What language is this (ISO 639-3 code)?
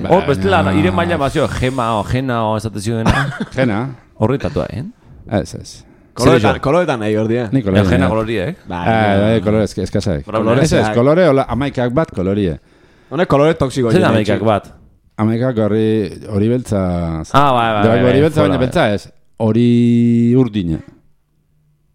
eus